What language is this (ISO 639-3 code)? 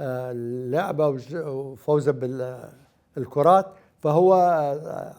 acm